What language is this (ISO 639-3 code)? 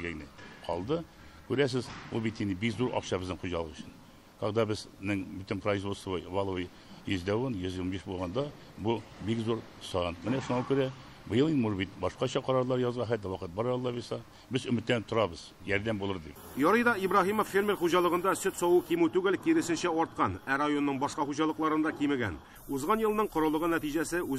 tat